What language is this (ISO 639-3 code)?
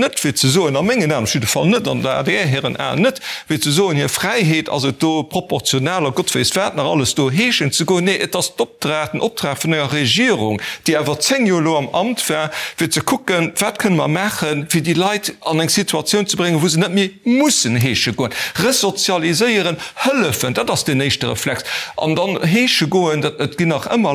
ltz